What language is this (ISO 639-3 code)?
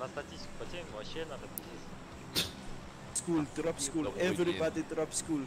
gsw